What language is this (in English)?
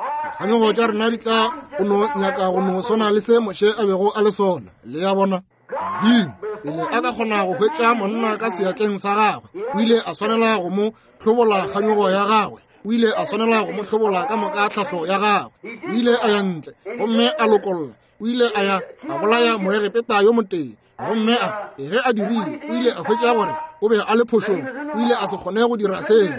Northern Sotho